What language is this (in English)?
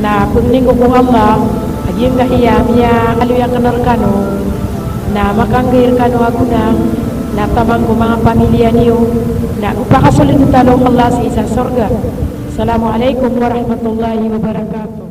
Maranao